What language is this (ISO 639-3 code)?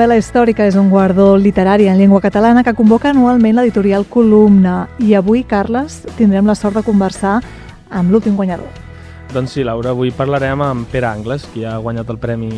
cat